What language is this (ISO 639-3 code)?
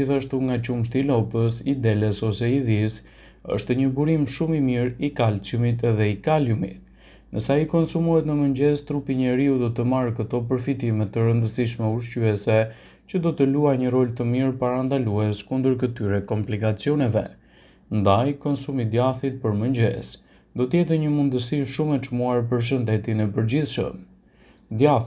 sqi